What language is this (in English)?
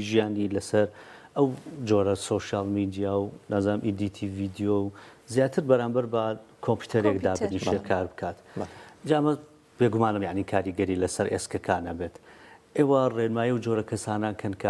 Central Kurdish